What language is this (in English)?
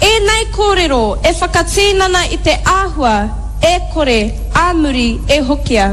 Māori